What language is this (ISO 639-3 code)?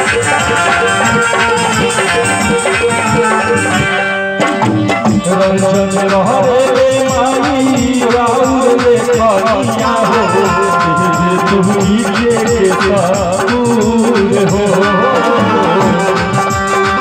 bho